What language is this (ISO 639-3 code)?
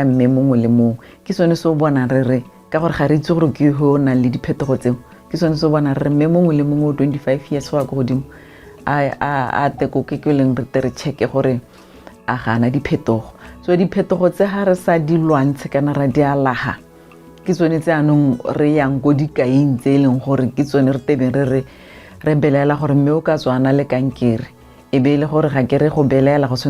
tsn